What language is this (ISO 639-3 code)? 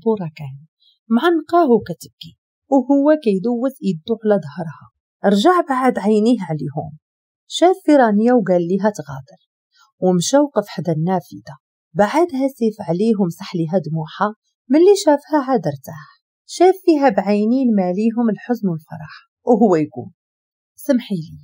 ary